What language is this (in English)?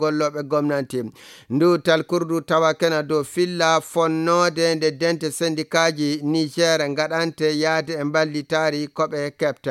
Fula